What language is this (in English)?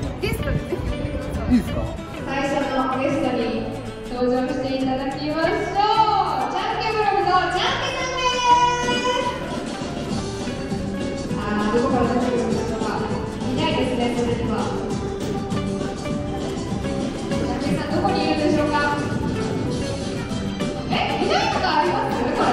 Japanese